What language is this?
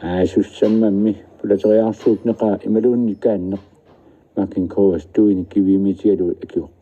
Kalaallisut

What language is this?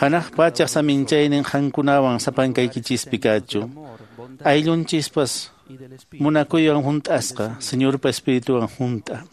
Quechua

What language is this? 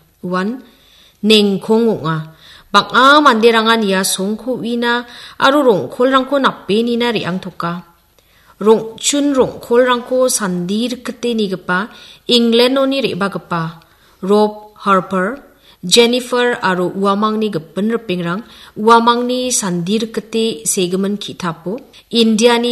Garo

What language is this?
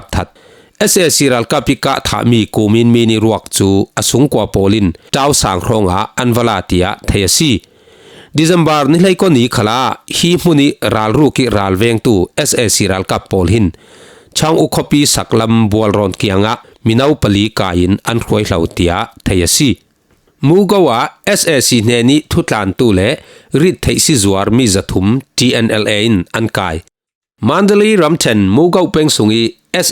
Falam Chin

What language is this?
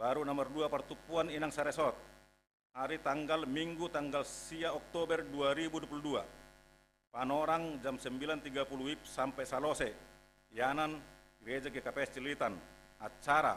Batak Simalungun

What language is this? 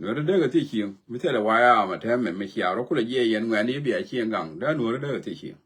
Nuer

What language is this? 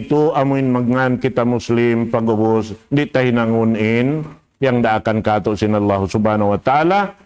Tausug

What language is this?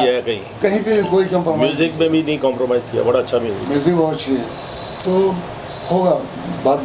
Hindi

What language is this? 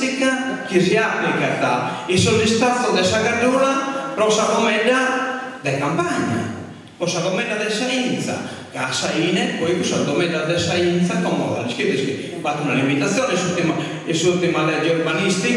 Sardinian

